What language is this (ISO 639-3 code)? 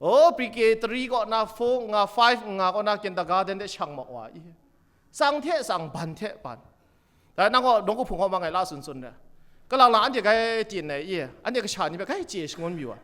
kac